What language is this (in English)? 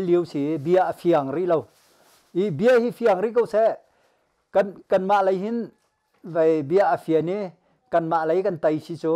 Hakha Chin